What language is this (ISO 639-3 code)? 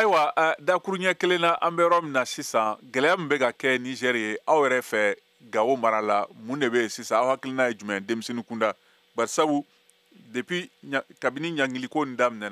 bam